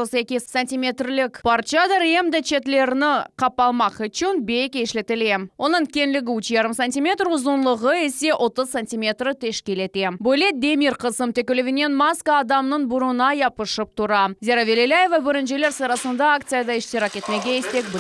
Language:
Crimean Tatar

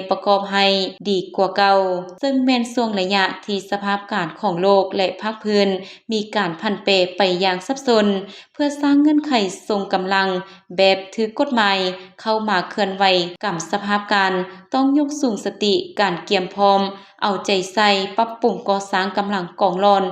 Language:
Lao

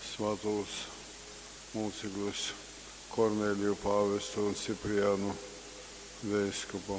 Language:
Latgalian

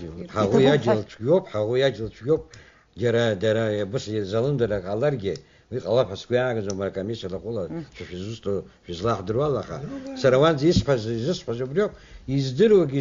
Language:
Abkhazian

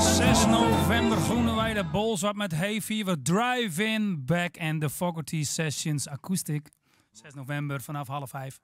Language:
Western Frisian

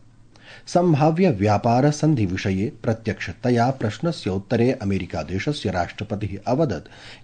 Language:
Sanskrit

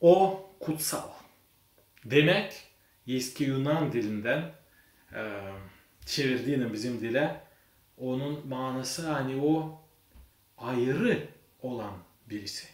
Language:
Gagauz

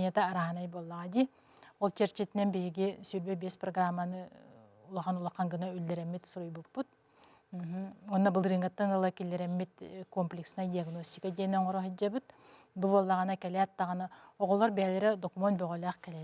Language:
Yakut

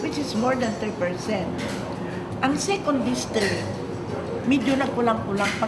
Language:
Hiligaynon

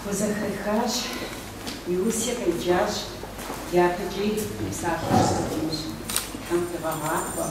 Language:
Kabardian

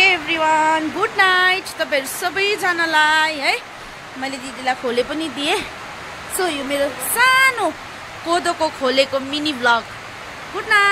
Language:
Nepali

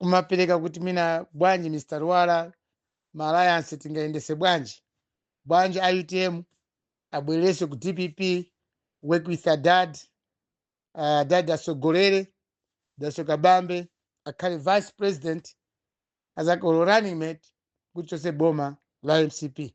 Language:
Nyanja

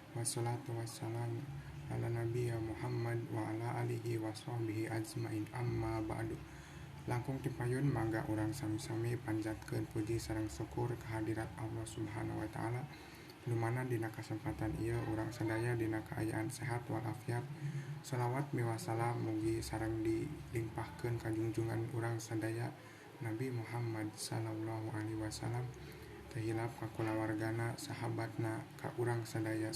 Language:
Sundanese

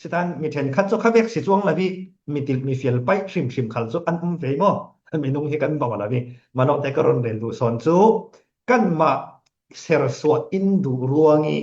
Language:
Falam Chin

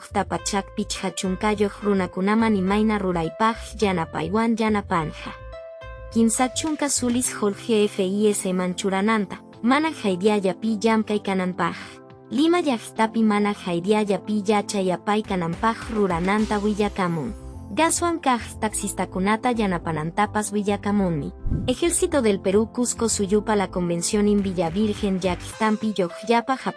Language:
Quechua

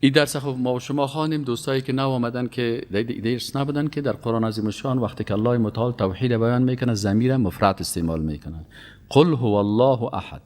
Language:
Persian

